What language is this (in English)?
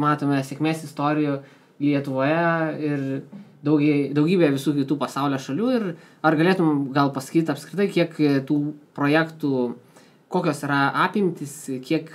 Lithuanian